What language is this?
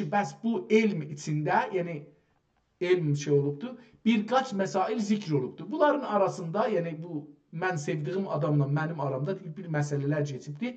South Azerbaijani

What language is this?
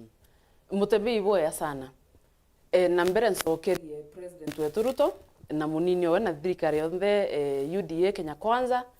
Meru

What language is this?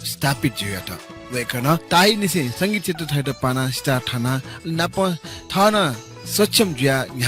Newari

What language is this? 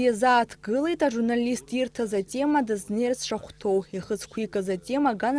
Abkhazian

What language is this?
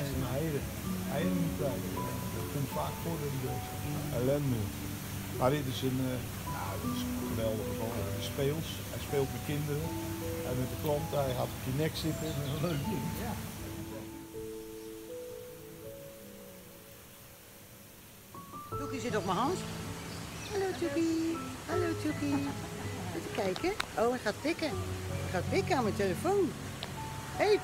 Dutch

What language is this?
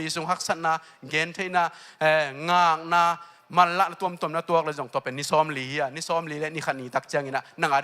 Tedim Chin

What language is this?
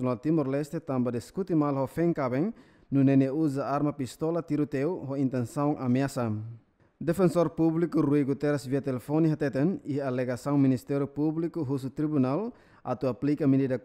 Tetum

